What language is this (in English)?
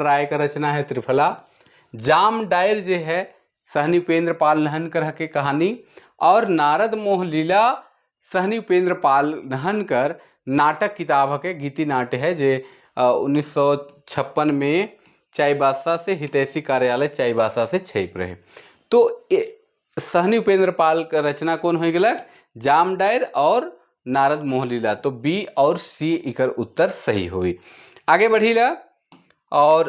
Sadri